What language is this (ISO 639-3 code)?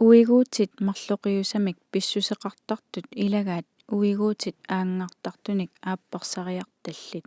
kal